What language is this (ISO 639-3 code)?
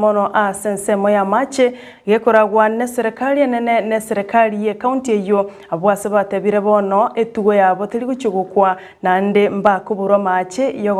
guz